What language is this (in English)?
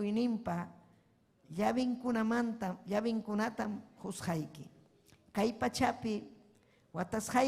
Ayacucho Quechua